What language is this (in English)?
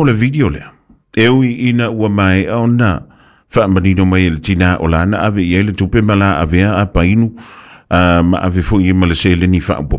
Samoan